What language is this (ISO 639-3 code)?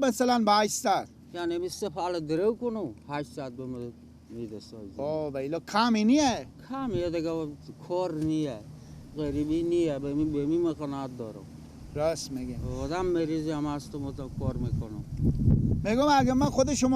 fas